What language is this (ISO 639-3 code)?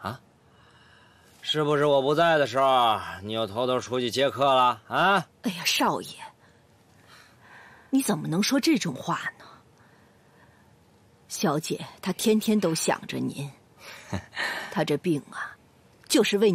zho